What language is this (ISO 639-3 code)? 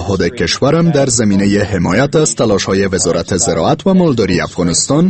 fas